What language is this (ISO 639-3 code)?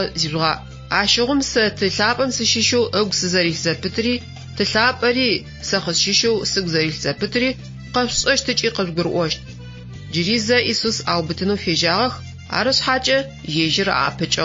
ady